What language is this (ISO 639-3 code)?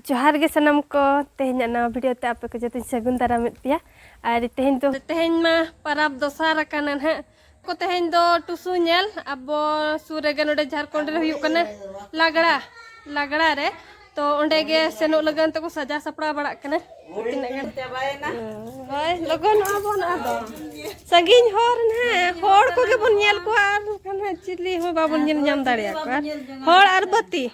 sat